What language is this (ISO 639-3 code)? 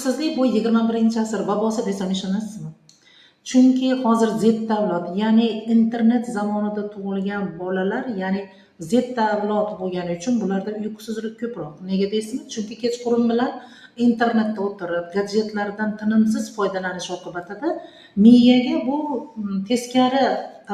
uzb